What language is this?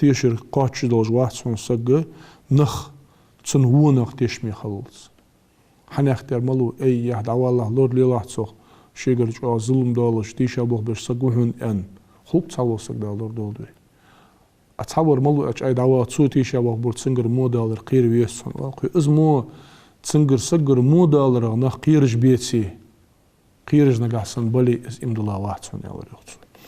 Ingush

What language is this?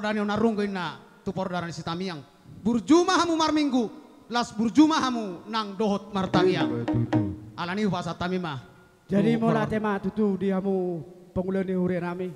Batak Toba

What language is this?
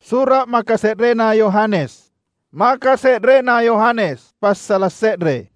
Makasar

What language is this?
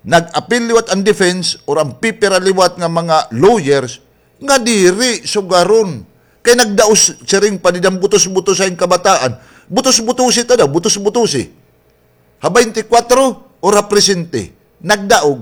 Waray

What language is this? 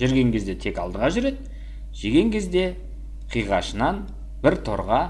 Kazakh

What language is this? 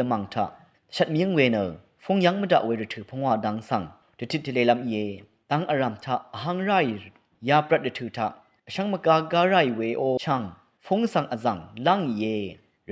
Rawang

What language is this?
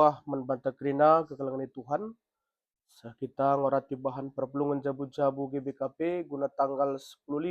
Batak Karo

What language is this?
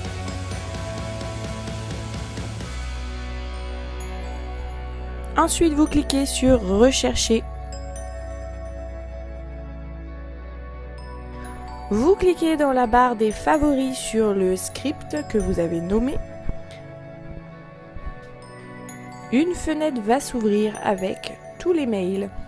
French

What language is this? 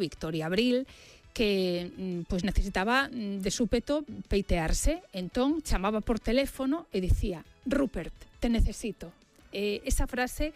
Galician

